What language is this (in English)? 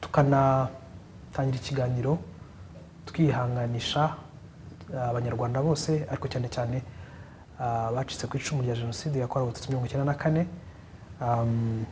Kinyarwanda